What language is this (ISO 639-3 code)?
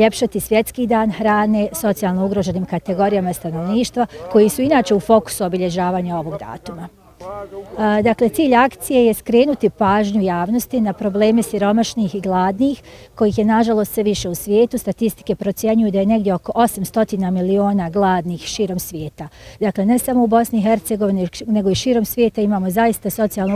bos